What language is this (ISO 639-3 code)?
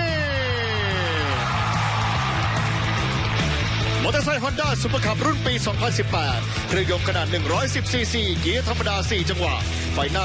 tha